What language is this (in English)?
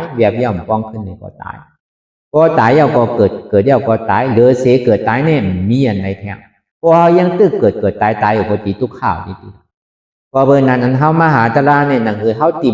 Shan